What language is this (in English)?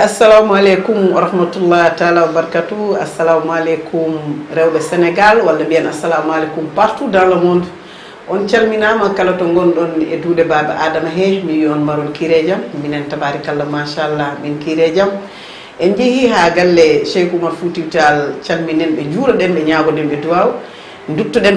Fula